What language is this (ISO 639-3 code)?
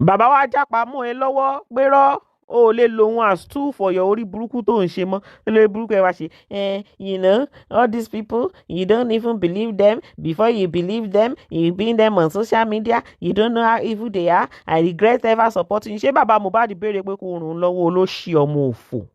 yor